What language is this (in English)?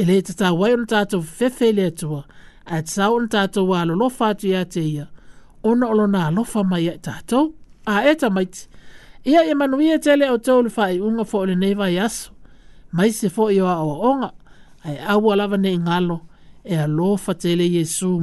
Samoan